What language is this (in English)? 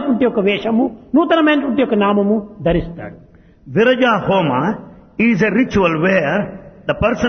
Telugu